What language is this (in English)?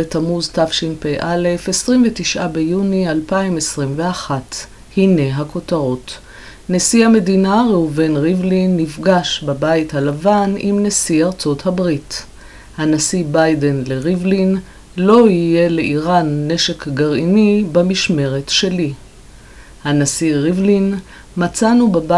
Hebrew